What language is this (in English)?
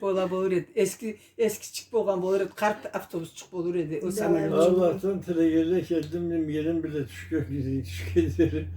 Karachay-Balkar